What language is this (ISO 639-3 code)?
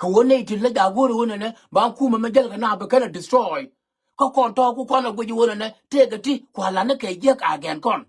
nus